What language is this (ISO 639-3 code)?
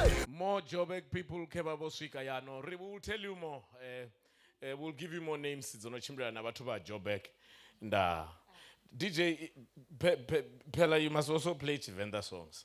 ven